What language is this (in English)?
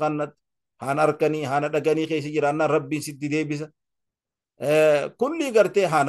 Oromo